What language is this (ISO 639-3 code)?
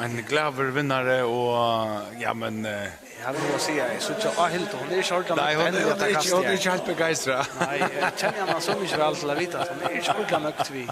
fao